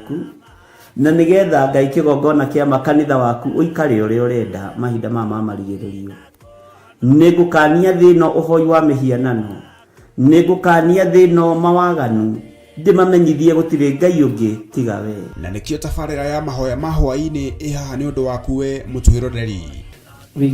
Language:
Kikuyu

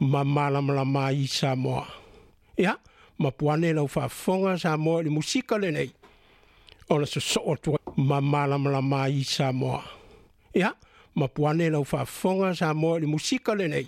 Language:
Samoan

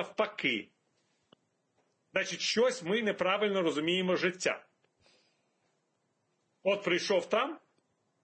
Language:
Ukrainian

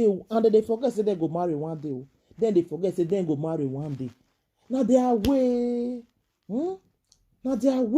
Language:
Nigerian Pidgin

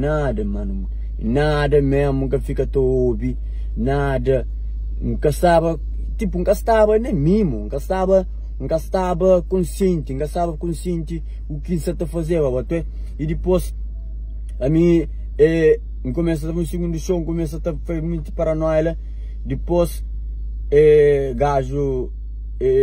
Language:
Kabuverdianu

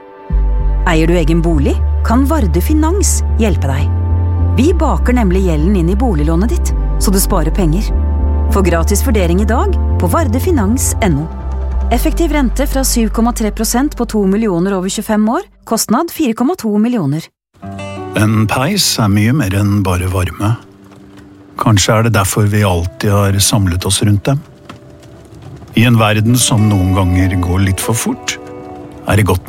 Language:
Norwegian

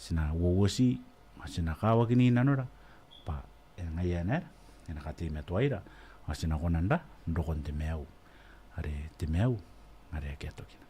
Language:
Gilbertese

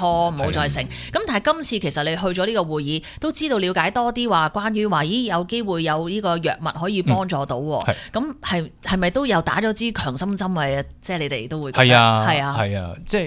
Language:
Cantonese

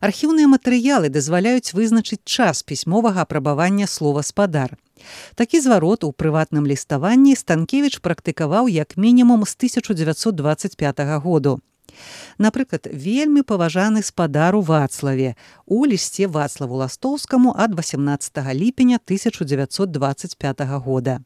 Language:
Belarusian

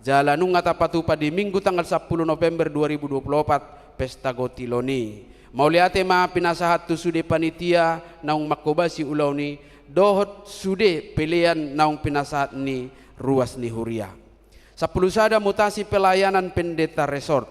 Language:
Batak Toba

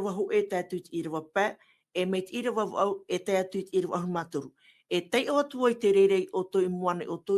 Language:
Tahitian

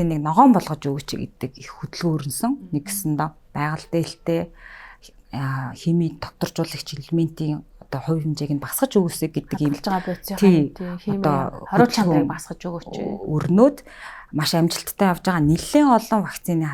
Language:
Mongolian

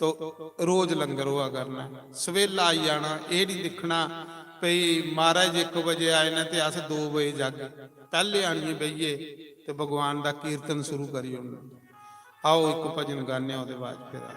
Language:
Dogri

